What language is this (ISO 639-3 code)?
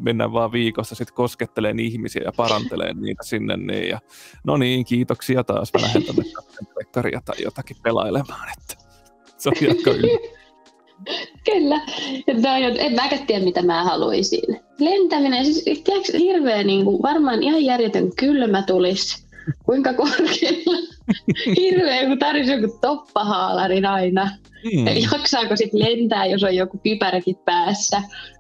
fin